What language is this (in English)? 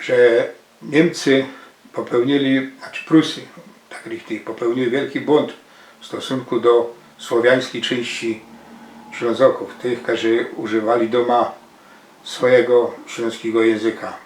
Silesian